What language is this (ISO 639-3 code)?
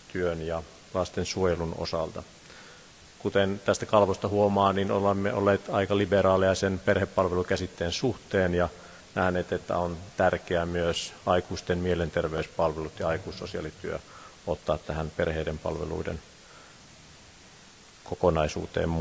fin